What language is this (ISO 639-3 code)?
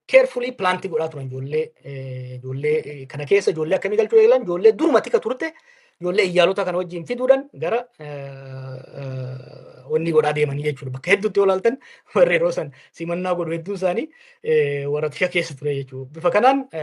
orm